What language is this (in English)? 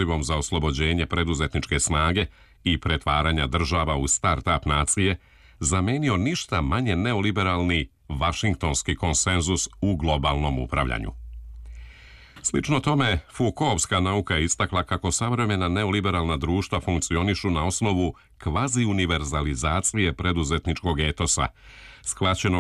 Serbian